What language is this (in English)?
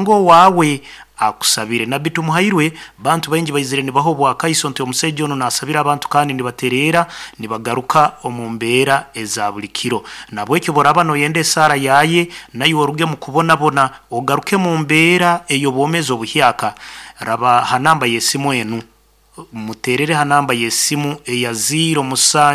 Nyoro